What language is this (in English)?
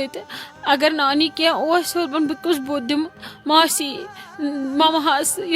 Kashmiri